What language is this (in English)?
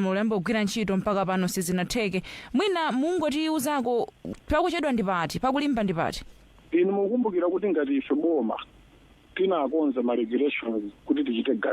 Nyanja